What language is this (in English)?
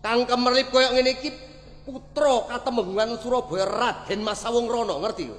Javanese